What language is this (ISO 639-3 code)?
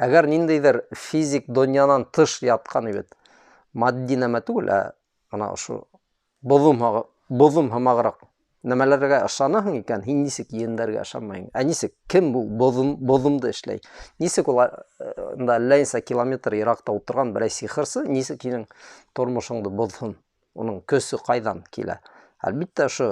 bak